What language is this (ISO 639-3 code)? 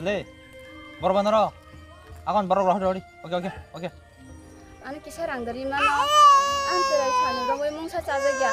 trp